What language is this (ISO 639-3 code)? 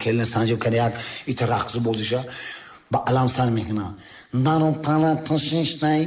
tgk